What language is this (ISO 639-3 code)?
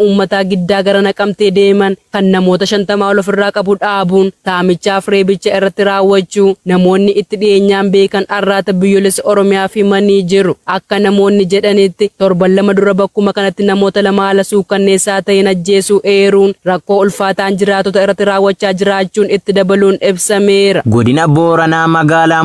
orm